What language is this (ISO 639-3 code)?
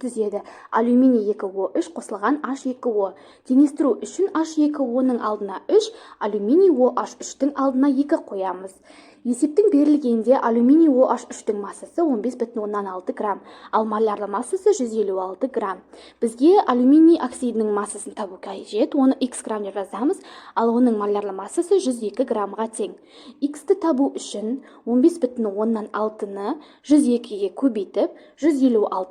kaz